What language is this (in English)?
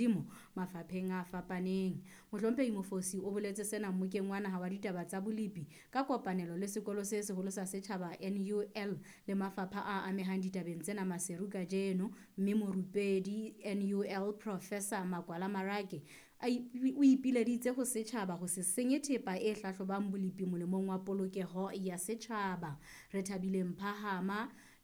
Southern Sotho